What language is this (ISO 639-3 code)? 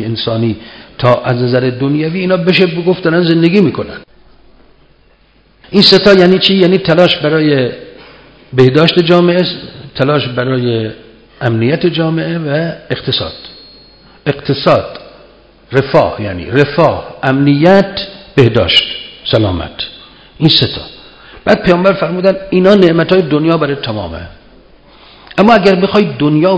fas